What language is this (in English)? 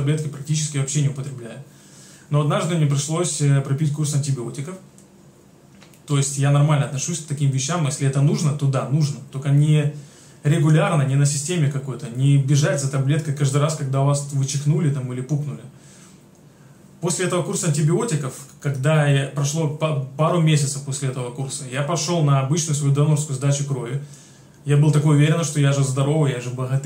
Russian